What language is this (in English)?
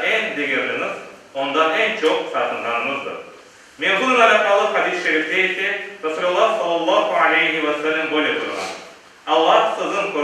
Crimean Tatar